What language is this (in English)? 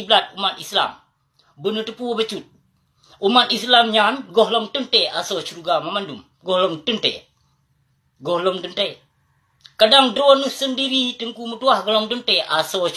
Achinese